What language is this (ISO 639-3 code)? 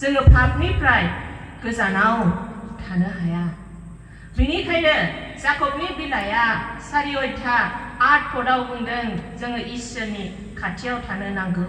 brx